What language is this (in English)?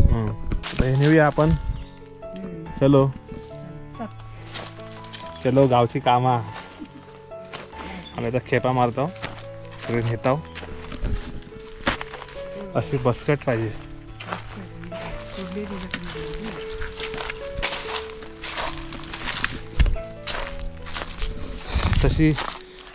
Marathi